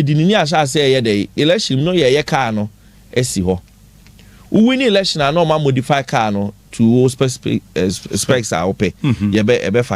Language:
Akan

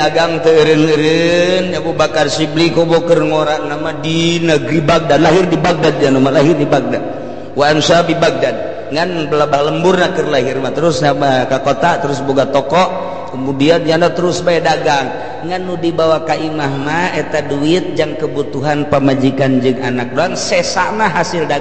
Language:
Sundanese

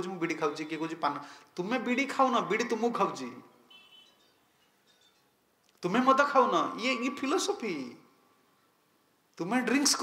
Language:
Odia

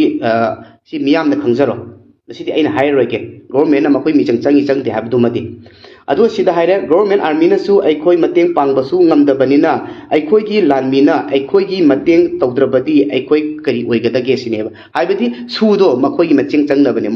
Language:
Manipuri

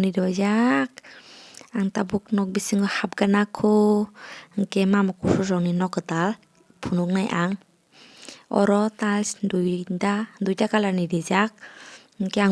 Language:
Kok Borok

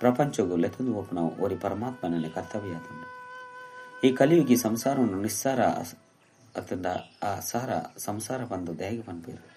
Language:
Tulu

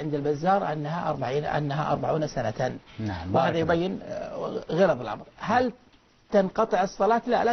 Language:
Arabic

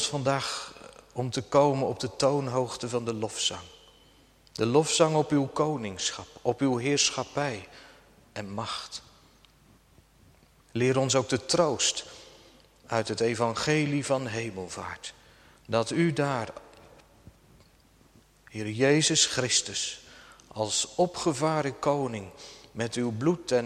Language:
Dutch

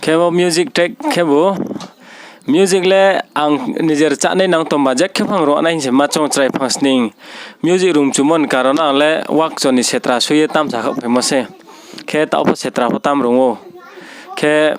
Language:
Riang (India)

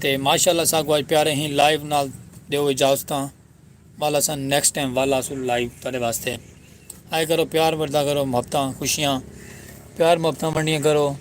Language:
Saraiki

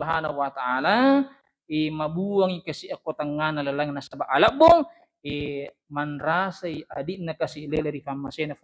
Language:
Buginese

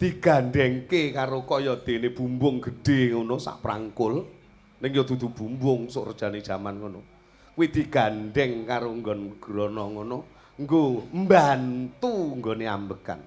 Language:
Javanese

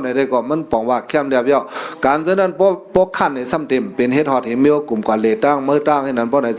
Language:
Shan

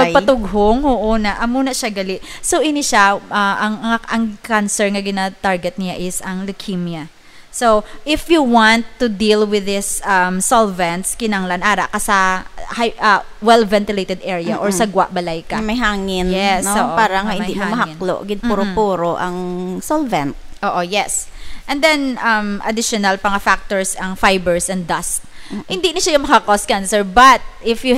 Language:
Hiligaynon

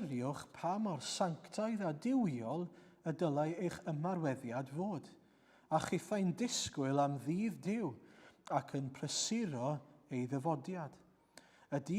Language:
Welsh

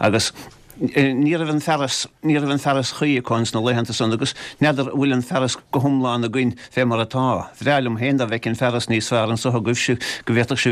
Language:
Irish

